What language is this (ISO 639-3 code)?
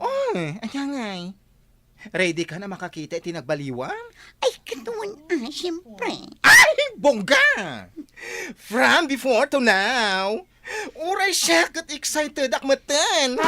ilo